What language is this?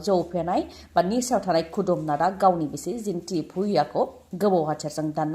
Bodo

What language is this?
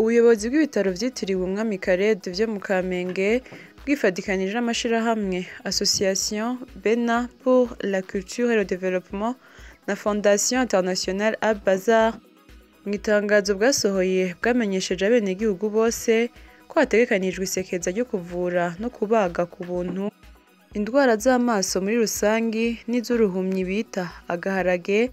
Rundi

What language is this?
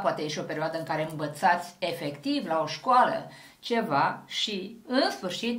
Romanian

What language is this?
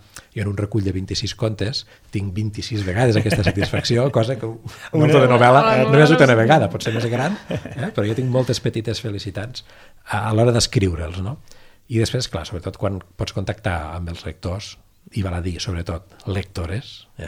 Catalan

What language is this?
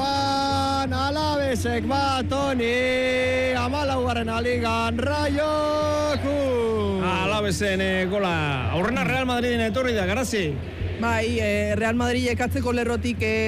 Basque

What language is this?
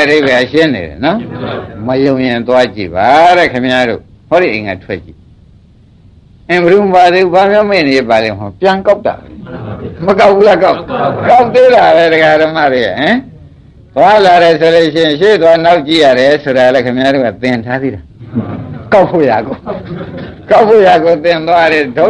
Burmese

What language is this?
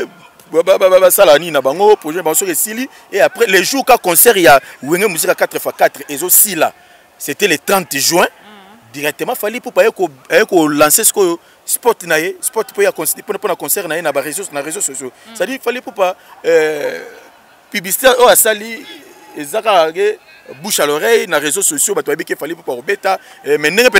Lingala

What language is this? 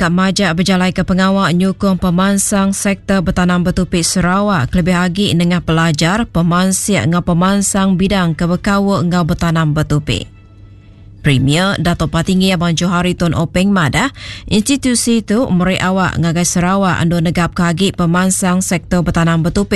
Iban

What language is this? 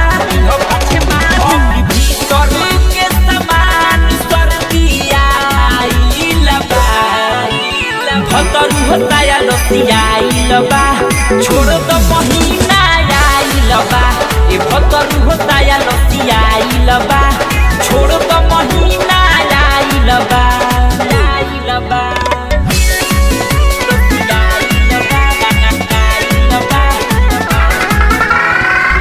Bhojpuri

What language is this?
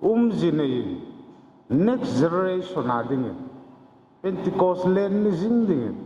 Hmar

